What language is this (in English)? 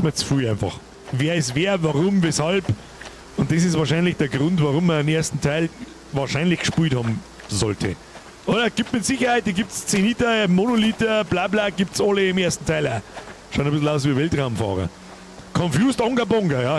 Bavarian